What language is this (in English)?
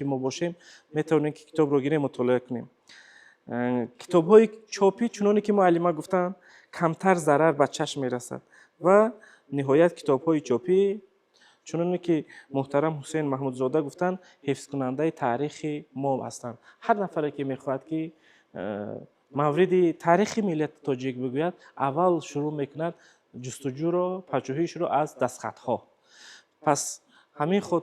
Tajik